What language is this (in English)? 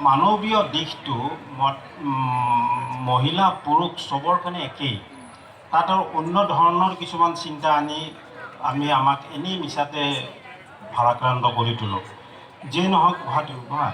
Assamese